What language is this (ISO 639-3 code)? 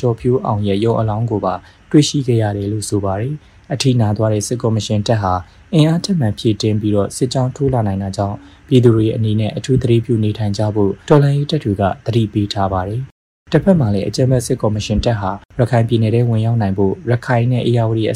mya